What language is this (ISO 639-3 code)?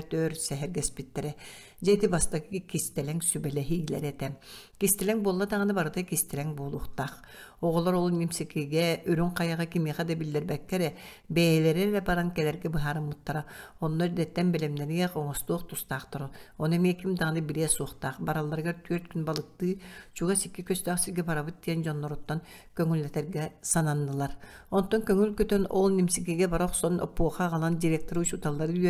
sah